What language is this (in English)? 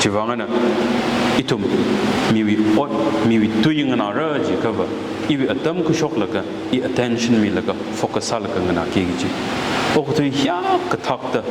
Tangkhul Naga (India)